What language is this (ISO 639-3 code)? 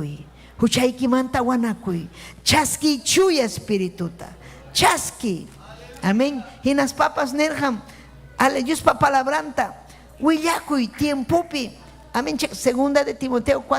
quy